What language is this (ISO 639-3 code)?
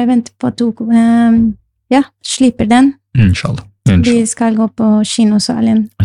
nor